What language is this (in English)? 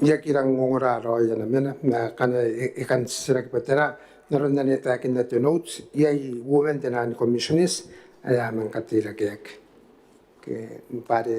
Gilbertese